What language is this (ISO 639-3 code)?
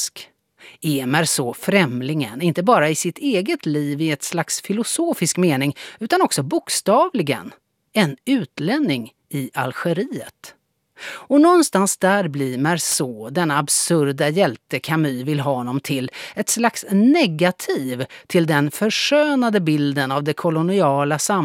swe